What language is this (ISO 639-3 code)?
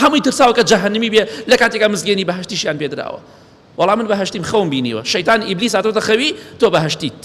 ckb